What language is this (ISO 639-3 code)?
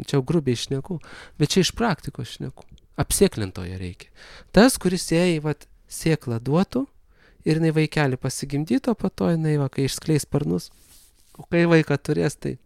lit